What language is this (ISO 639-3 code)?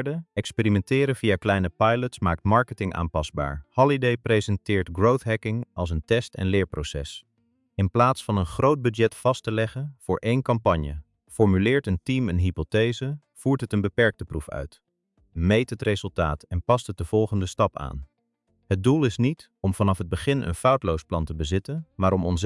nld